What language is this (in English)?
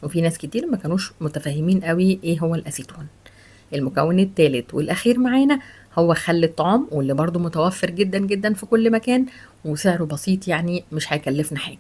Egyptian Arabic